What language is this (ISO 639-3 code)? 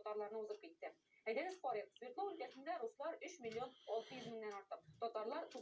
tat